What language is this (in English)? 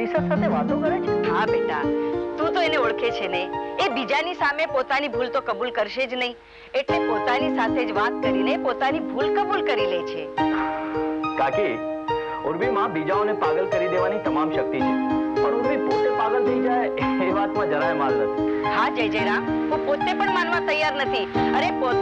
Gujarati